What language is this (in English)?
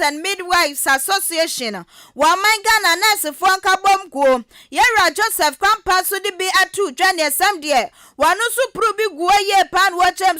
Akan